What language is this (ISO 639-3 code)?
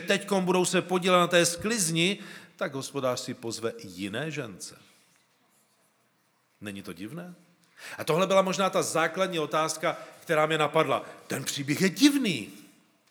ces